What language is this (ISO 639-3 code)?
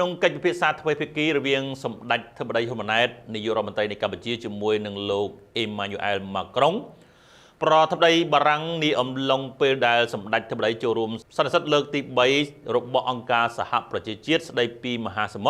khm